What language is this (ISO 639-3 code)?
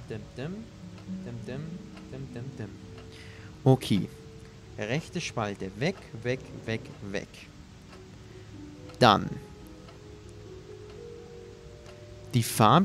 deu